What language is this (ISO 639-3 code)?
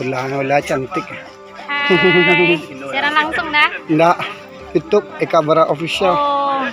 min